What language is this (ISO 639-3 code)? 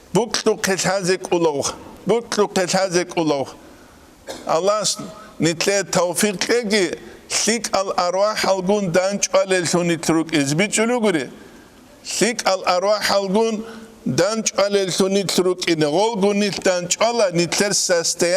ava